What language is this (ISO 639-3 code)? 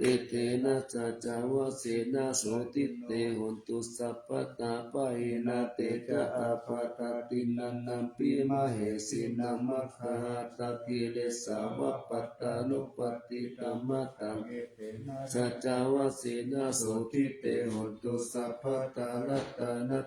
pli